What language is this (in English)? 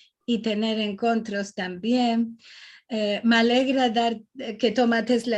Ladino